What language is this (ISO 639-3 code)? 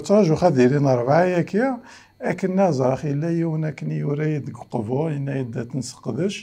kab